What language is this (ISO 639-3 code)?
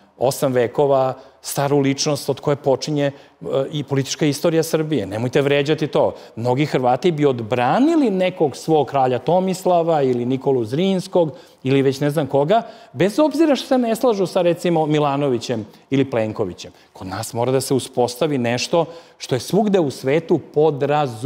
srp